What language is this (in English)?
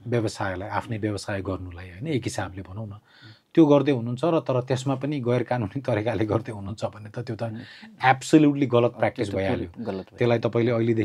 Nepali